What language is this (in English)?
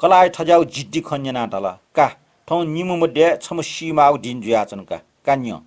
Newari